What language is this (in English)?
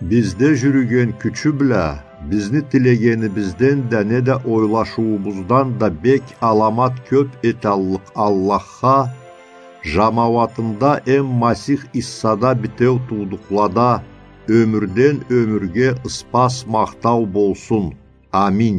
Karachay-Balkar